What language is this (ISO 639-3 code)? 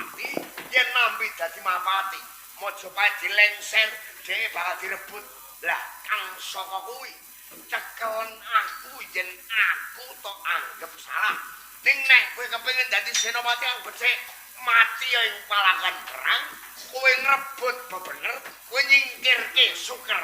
jav